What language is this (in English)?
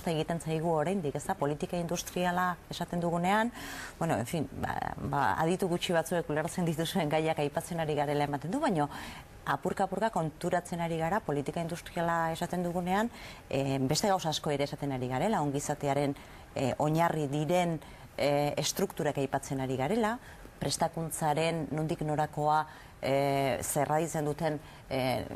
Basque